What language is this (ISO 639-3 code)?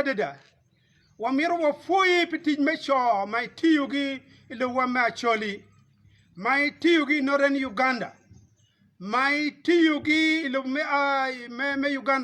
ach